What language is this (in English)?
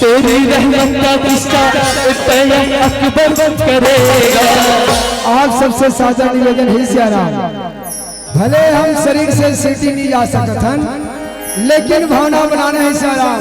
Chhattisgarhi